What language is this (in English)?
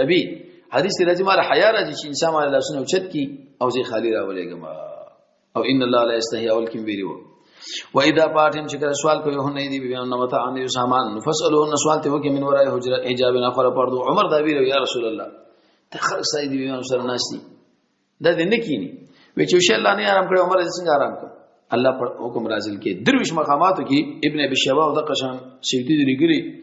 Pashto